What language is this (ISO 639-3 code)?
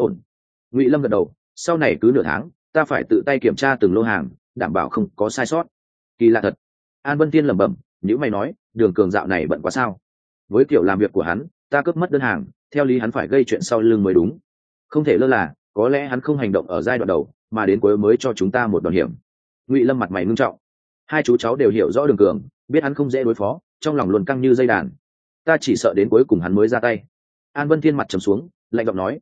vie